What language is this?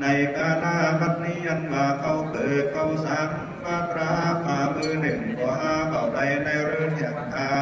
Lü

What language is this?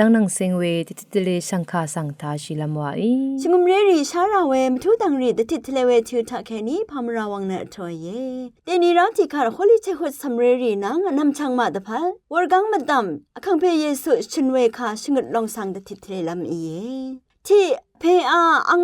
Rawang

